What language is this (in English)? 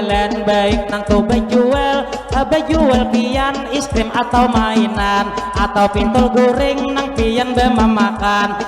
Banjar